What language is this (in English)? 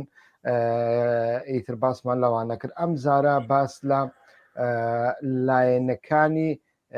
Central Kurdish